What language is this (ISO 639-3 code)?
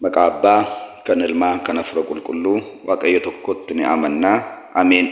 orm